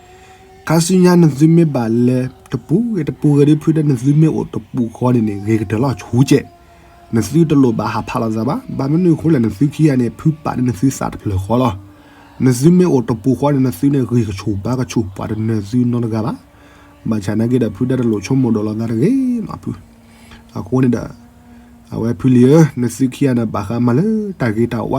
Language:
S'gaw Karen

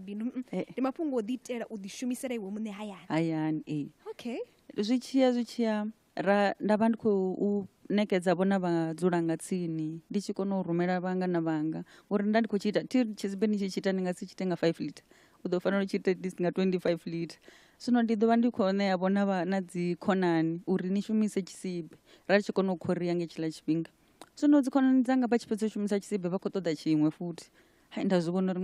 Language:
Venda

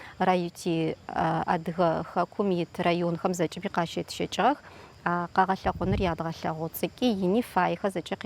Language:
Adyghe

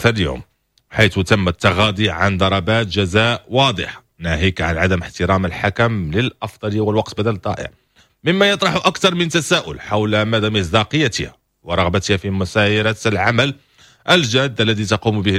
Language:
Moroccan Arabic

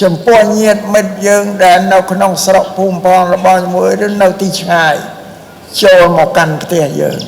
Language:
Khmer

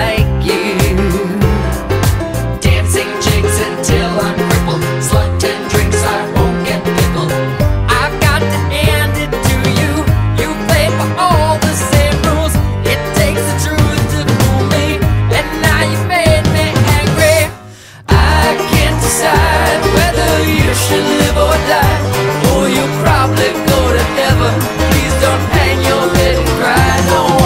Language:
English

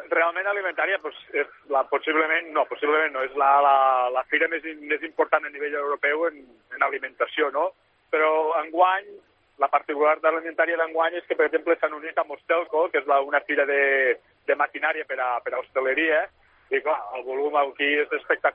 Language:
Catalan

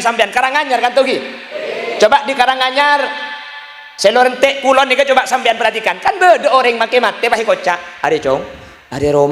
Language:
Madurese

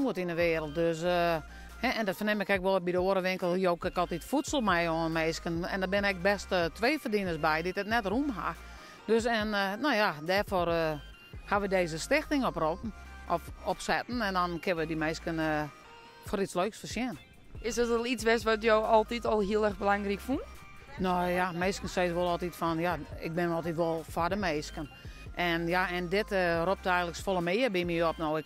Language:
Western Frisian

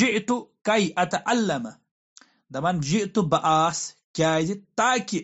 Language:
Kashmiri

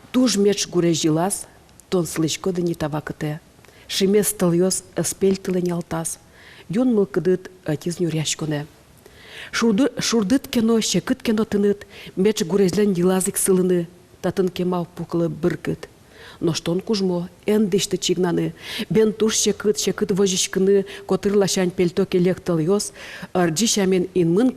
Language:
Udmurt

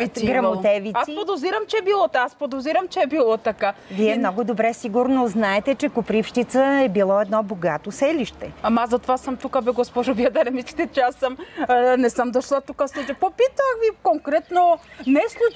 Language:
Bulgarian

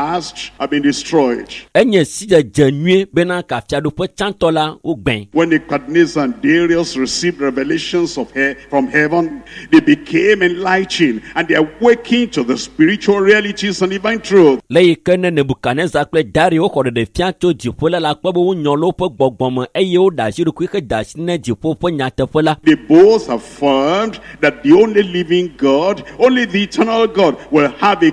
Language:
Ewe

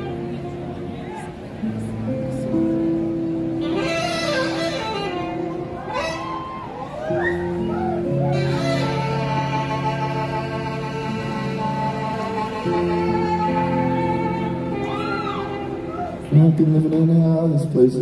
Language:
English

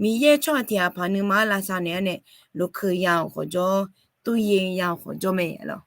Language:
Akha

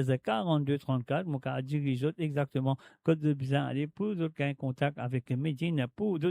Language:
Morisyen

